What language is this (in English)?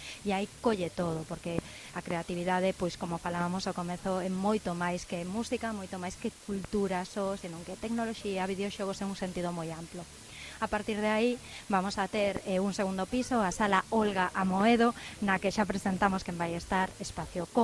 Galician